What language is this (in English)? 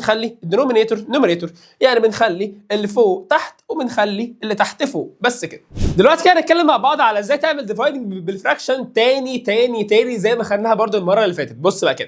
Egyptian Arabic